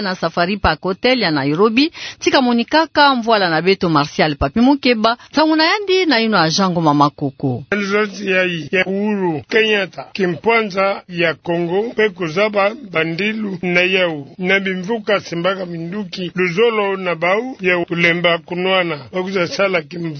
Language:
Kituba (Democratic Republic of Congo)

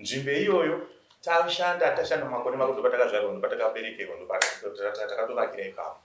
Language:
Shona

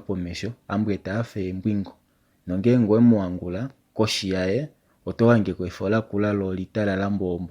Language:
Kuanyama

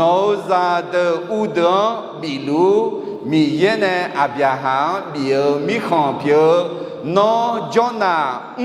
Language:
Akha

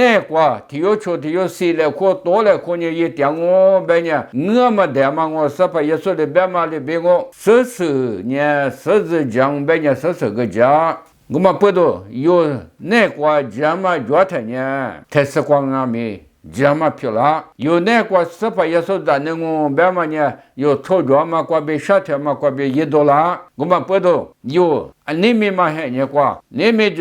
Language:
Lisu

